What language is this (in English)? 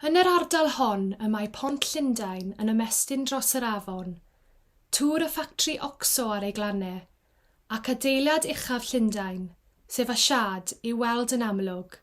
Welsh